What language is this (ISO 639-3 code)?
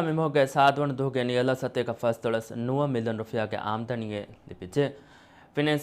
div